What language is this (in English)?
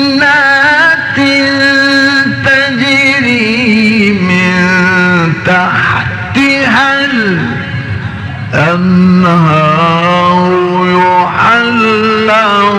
Arabic